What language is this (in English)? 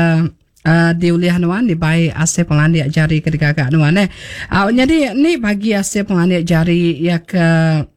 Iban